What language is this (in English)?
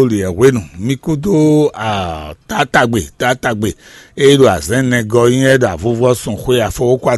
Fon